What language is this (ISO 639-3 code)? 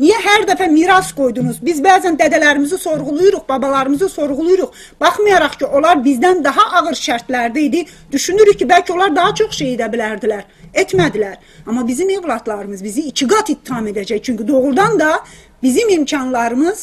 azb